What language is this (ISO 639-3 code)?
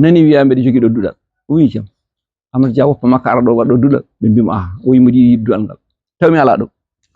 ful